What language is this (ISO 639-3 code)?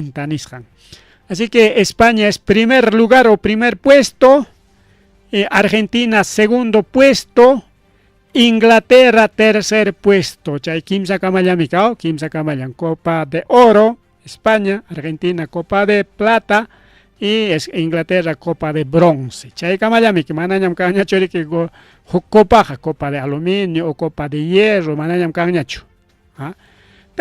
quy